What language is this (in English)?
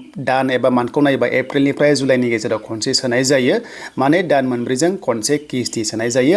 Bodo